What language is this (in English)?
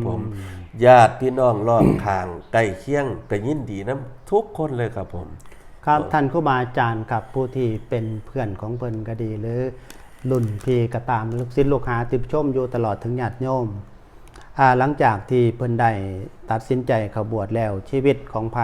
Northeastern Thai